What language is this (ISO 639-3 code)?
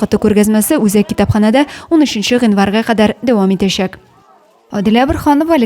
tat